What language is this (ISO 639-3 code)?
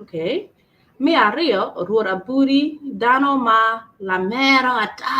ach